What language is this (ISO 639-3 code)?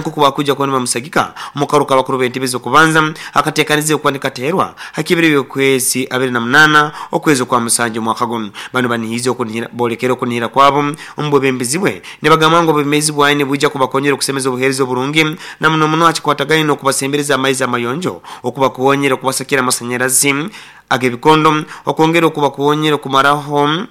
nyo